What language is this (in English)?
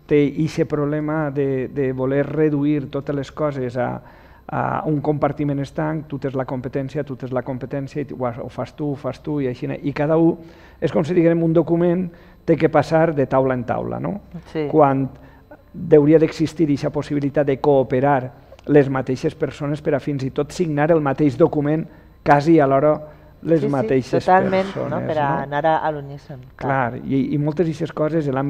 Catalan